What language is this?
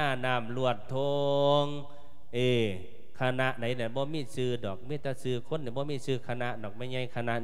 Lao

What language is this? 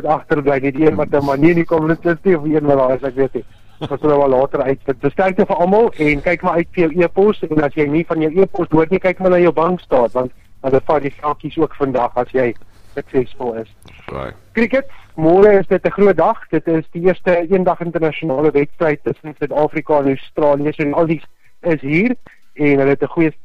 Afrikaans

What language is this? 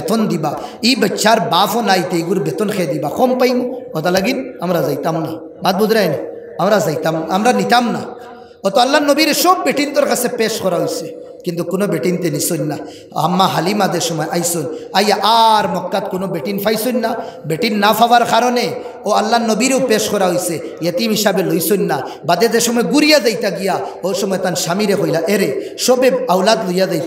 Sylheti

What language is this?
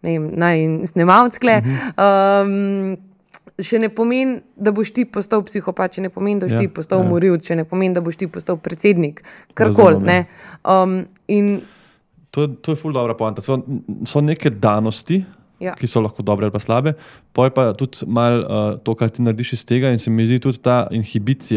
Slovenian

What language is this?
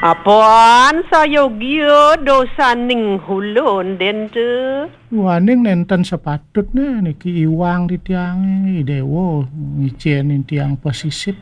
Balinese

